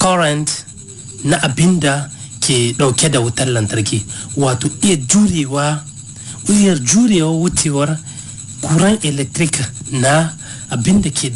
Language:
Hausa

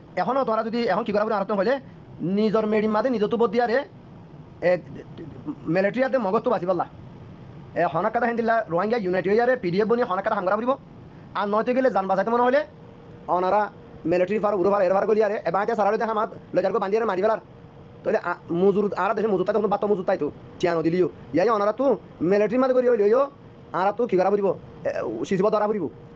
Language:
Rohingya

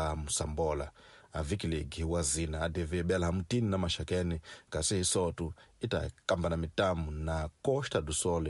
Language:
Tsonga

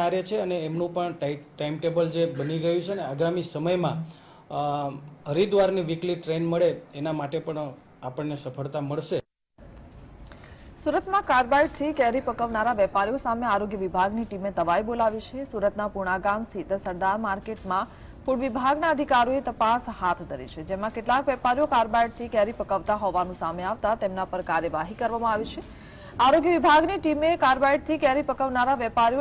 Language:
Gujarati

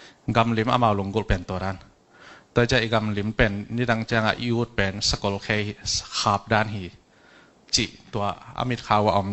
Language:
Tedim Chin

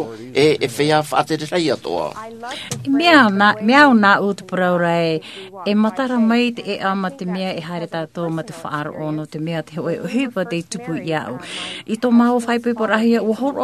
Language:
Tahitian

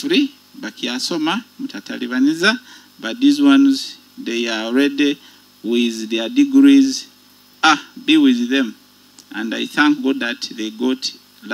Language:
Nyoro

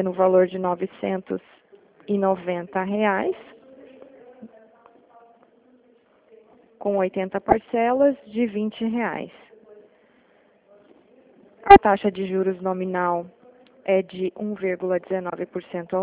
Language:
Portuguese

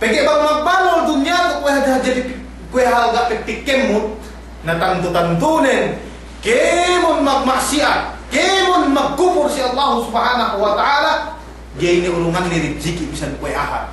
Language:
Yakan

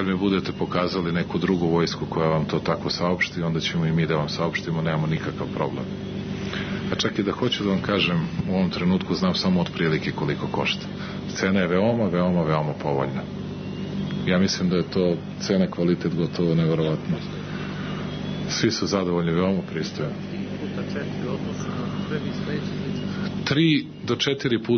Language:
Serbian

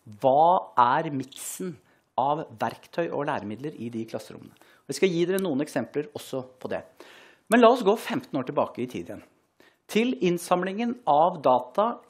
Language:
Norwegian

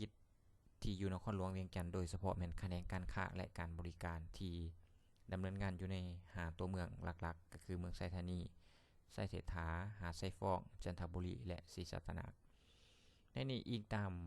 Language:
Lao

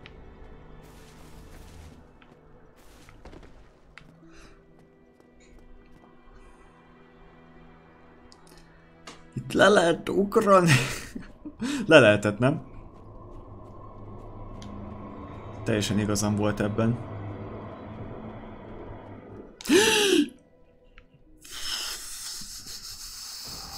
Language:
Hungarian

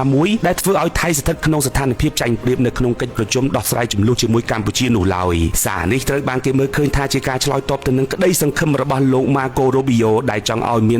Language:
Khmer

